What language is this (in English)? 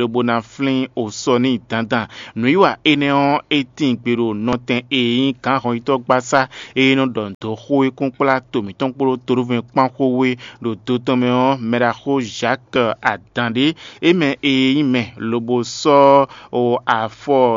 Fon